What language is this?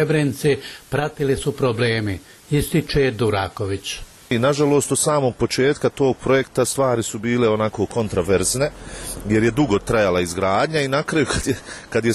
Bosnian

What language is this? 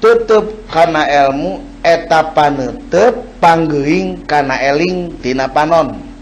Sundanese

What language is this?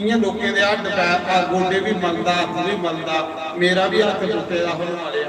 Dogri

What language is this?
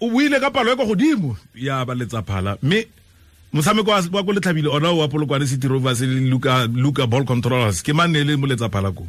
Tswana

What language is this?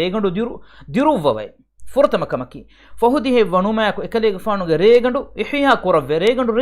Divehi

